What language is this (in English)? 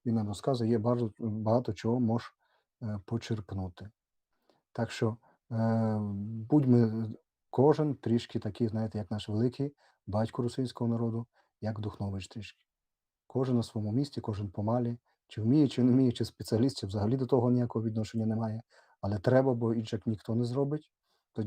Rusyn